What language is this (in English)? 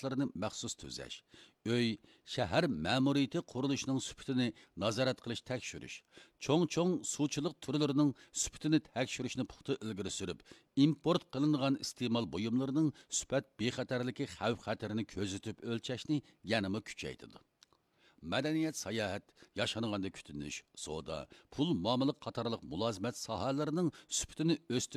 Uyghur